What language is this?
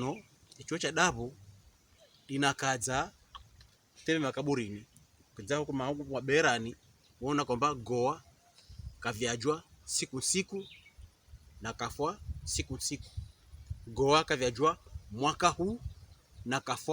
Pokomo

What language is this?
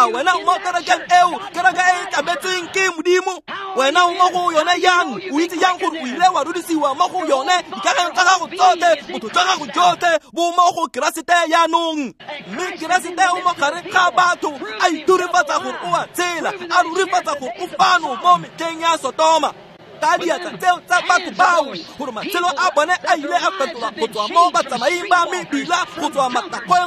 Tswana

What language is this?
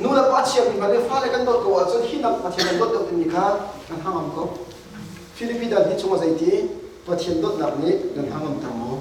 Hakha Chin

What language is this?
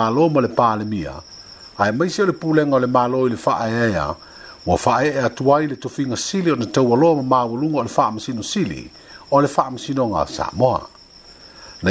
Samoan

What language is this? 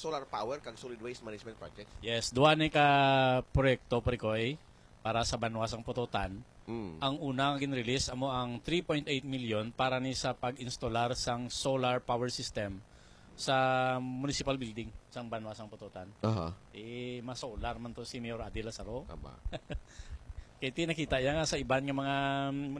Hiligaynon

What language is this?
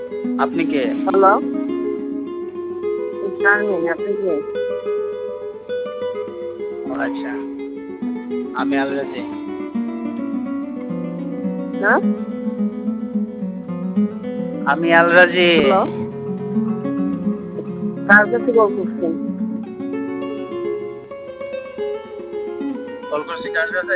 Bangla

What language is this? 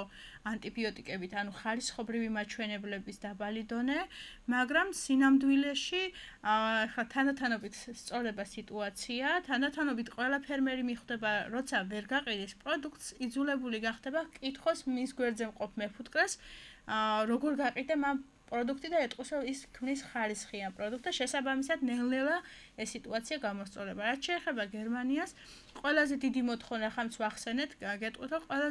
Georgian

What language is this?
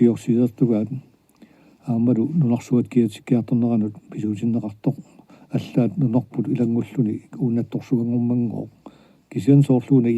Kalaallisut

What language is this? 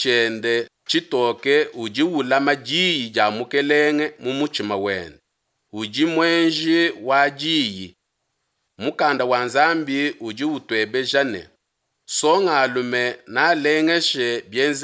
Luba-Lulua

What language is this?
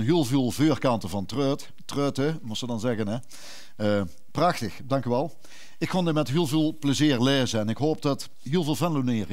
Limburgish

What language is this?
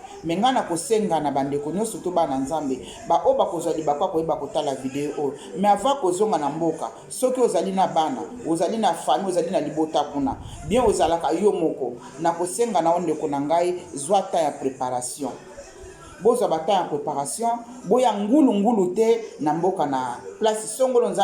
Lingala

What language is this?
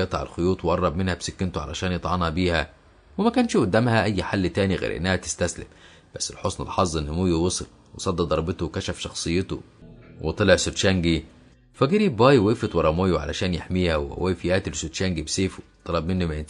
Egyptian Arabic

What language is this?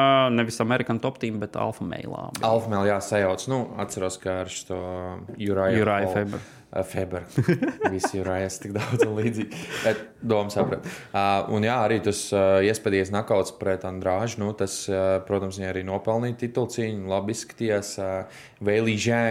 Latvian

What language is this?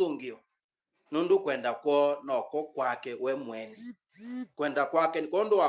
Kamba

